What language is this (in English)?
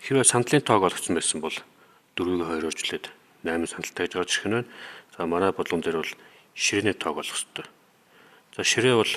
Mongolian